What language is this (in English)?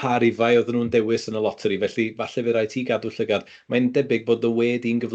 Welsh